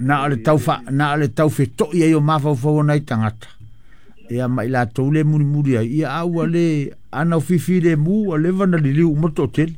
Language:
Samoan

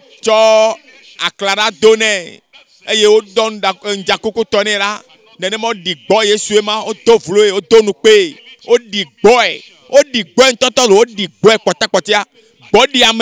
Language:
Ewe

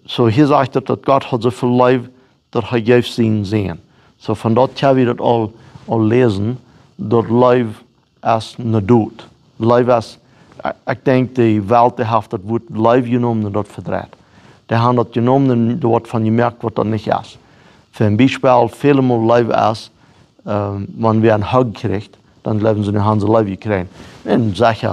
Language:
Plautdietsch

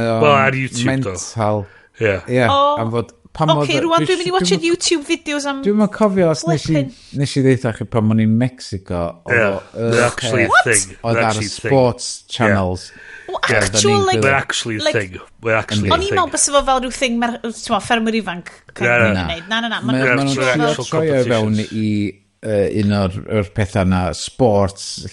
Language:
Welsh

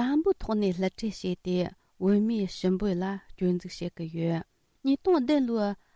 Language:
Tibetan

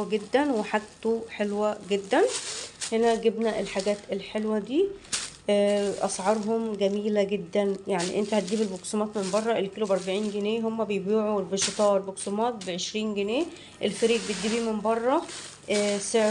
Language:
Egyptian Arabic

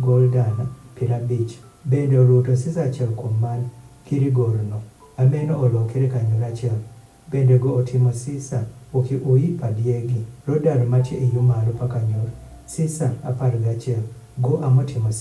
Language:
Adhola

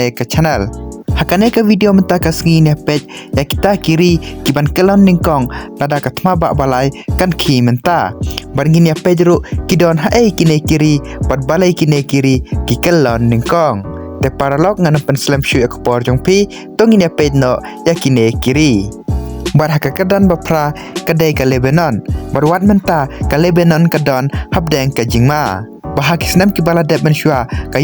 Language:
Khasi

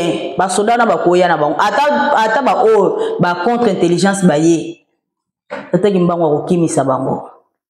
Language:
Lingala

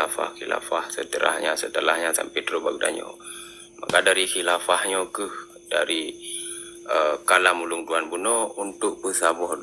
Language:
Achinese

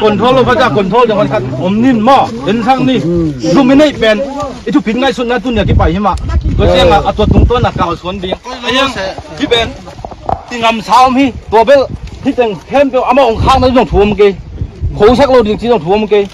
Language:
Tedim Chin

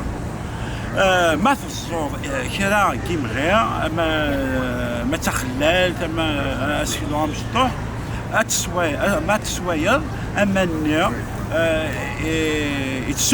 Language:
Kabyle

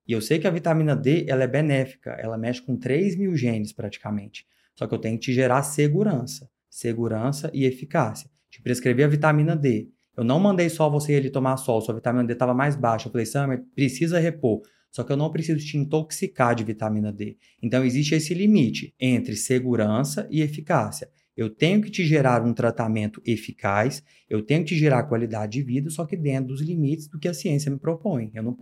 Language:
Portuguese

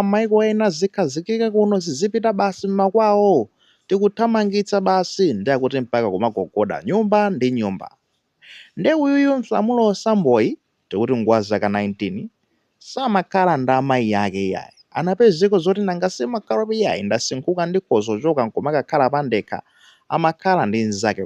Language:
Nyanja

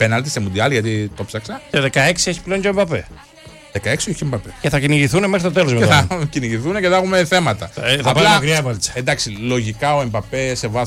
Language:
Greek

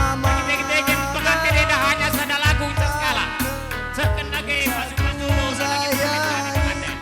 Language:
Batak Karo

